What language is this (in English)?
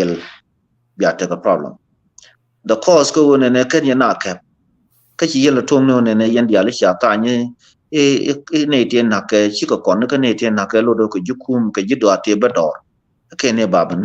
Nuer